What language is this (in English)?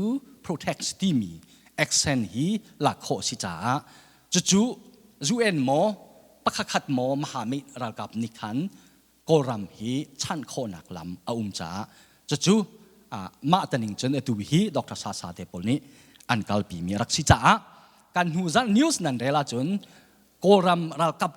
Hakha Chin